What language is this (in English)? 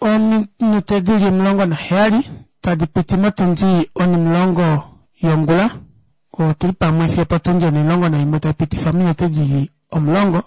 Kuanyama